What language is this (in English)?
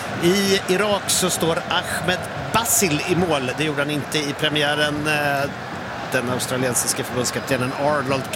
Swedish